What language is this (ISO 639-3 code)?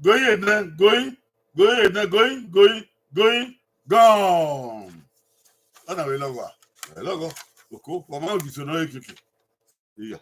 bin